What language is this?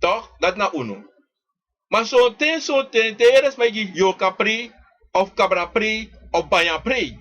Sranan Tongo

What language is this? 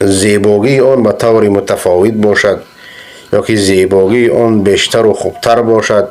Persian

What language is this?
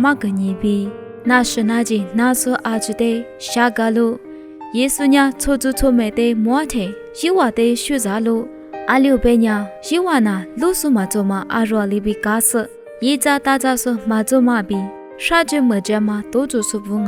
Lisu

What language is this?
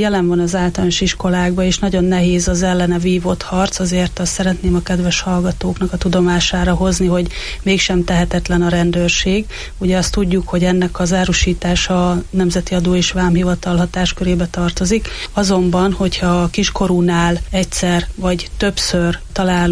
Hungarian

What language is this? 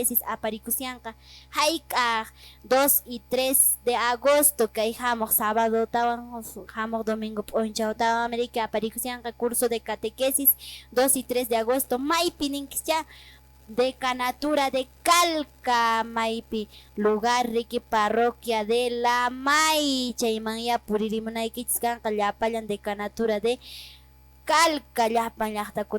Quechua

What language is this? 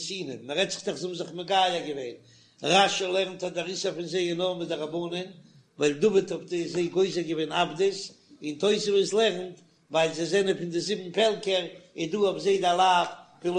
Yiddish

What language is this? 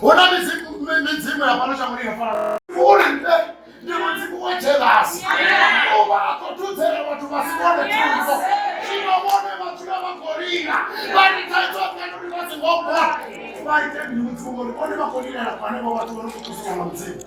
Venda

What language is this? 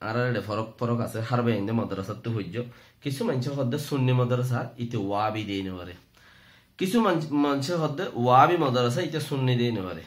Rohingya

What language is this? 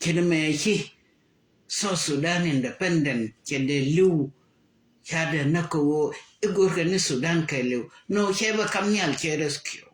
Nuer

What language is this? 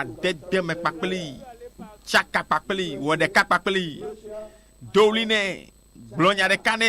Ewe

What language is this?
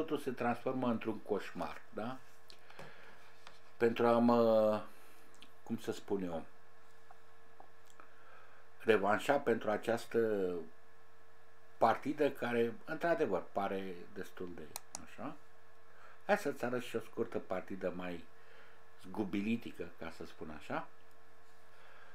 Romanian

